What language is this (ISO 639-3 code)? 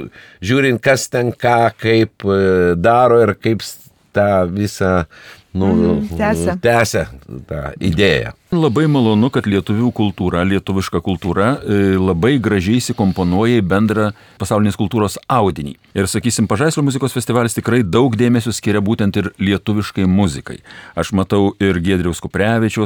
lit